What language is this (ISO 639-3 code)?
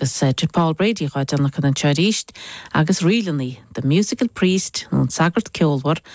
gle